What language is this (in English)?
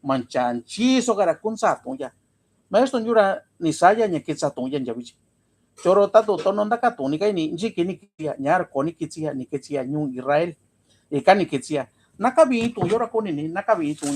Mixtepec Mixtec